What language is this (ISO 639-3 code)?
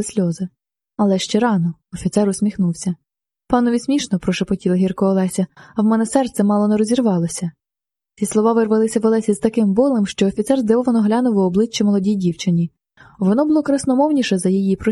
ukr